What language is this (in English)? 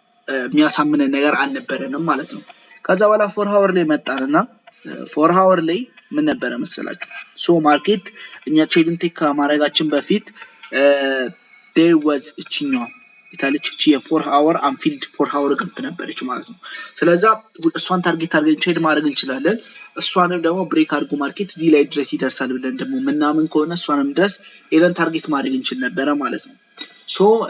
Amharic